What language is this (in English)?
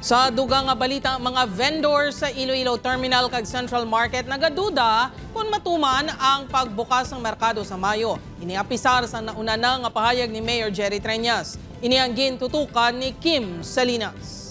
Hiligaynon